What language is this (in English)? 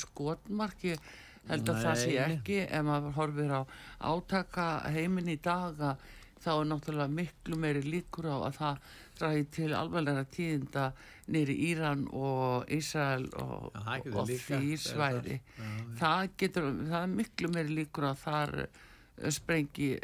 Icelandic